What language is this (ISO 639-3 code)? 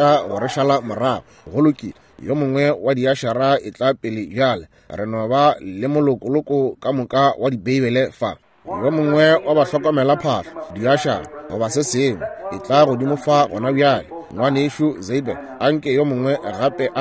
nso